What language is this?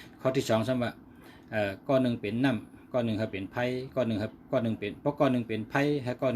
Shan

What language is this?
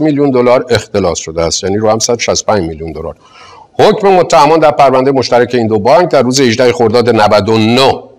Persian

